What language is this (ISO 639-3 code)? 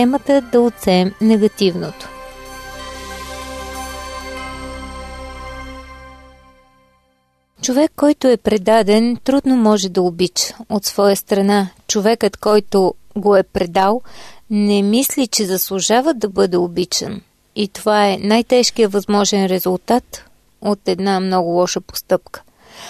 bul